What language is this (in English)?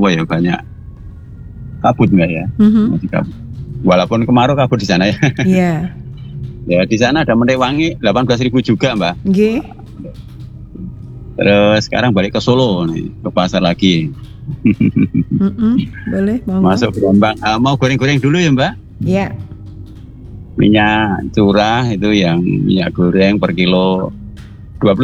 Indonesian